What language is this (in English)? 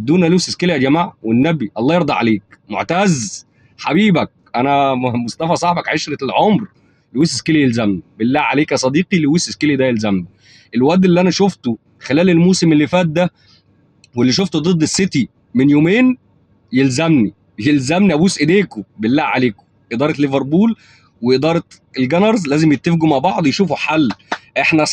Egyptian Arabic